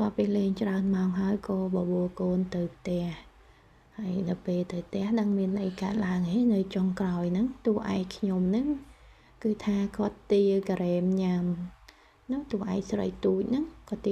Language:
Khmer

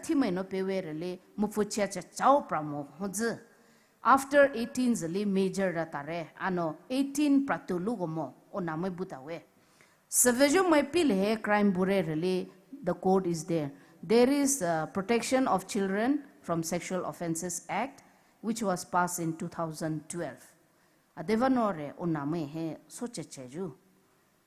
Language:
Poumei Naga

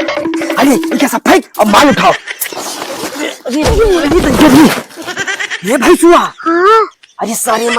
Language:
Awadhi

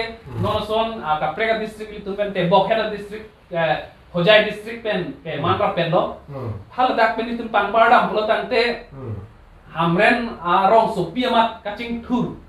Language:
Karbi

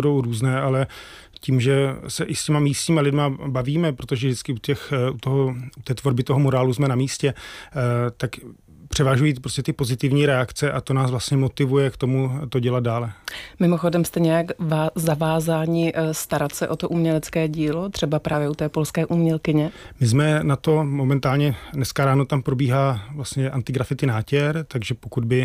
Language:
Czech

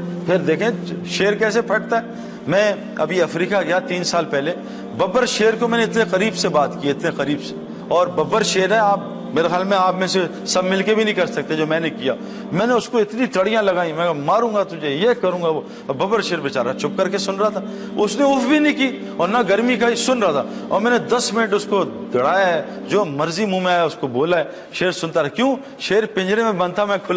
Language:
Urdu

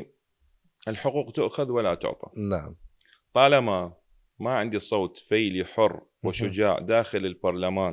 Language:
Mesopotamian Arabic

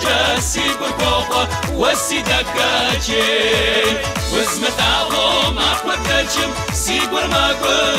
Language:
Kabardian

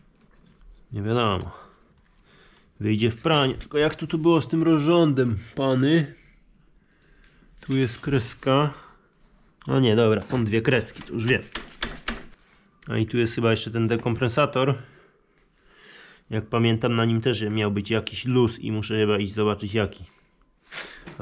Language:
Polish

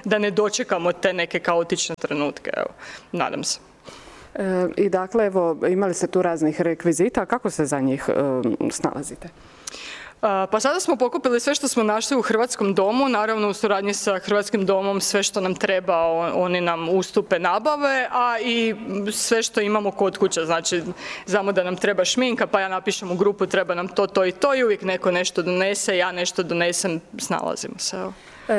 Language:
Croatian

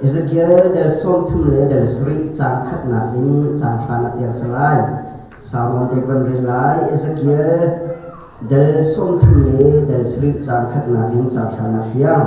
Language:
Hakha Chin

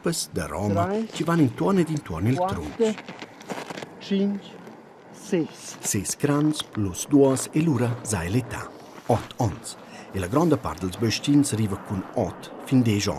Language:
Romansh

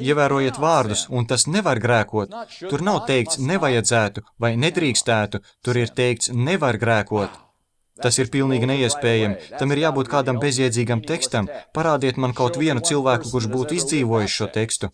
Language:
Latvian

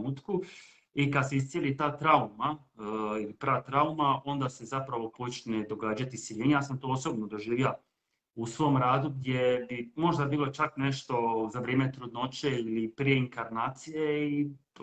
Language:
Croatian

